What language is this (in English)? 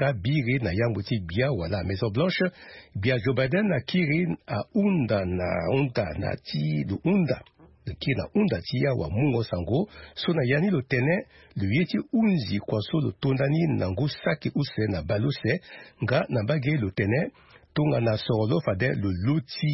Sango